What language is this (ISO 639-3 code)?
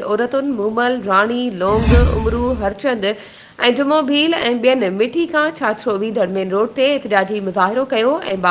snd